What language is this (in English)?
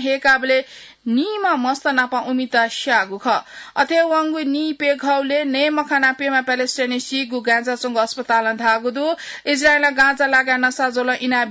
Newari